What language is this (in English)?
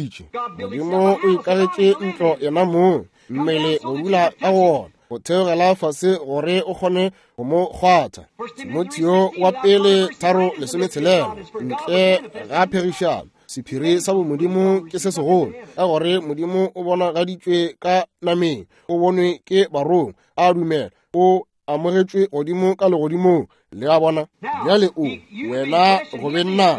Northern Sotho